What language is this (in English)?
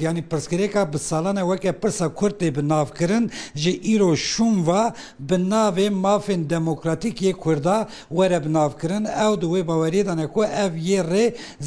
Kurdish